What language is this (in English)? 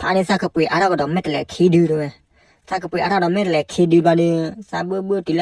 S'gaw Karen